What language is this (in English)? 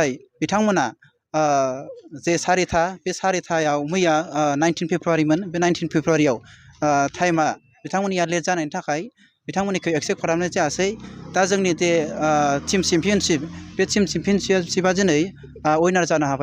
Bodo